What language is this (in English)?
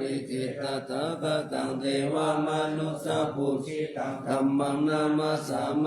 Pali